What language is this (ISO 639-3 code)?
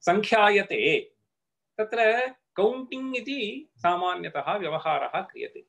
san